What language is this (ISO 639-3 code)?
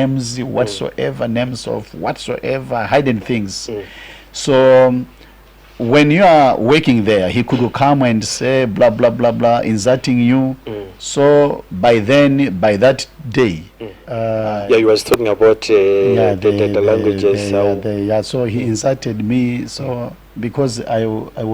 nya